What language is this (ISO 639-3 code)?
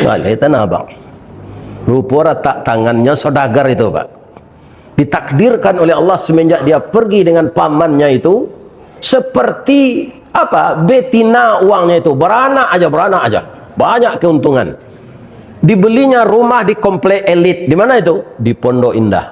min